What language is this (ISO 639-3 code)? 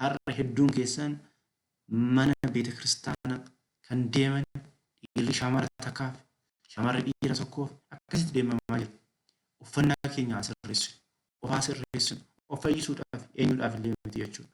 orm